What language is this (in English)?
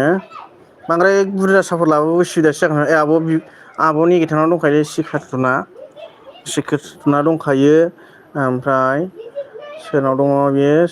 Bodo